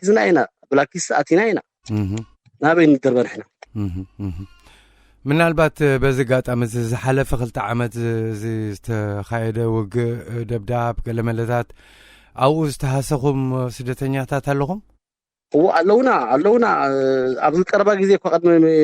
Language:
Tigrinya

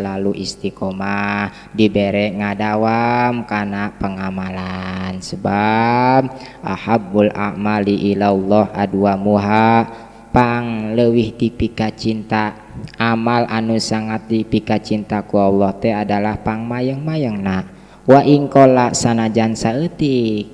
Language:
Sundanese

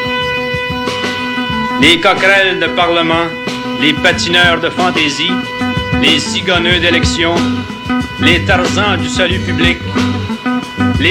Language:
French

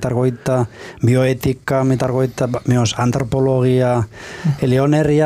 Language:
Finnish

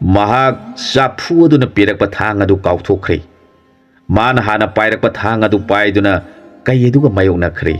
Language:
Manipuri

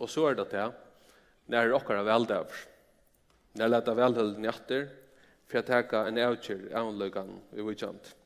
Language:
Faroese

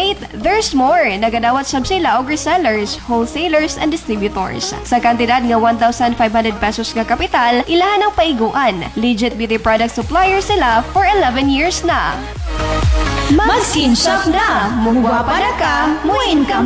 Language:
Cebuano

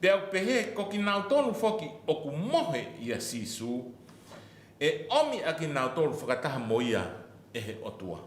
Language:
Tongan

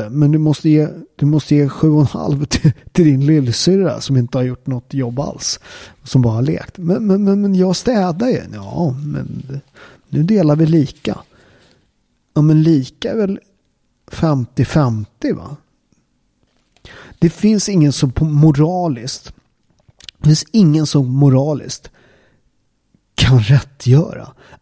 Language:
Swedish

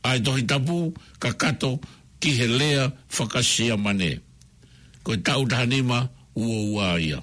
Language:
Tongan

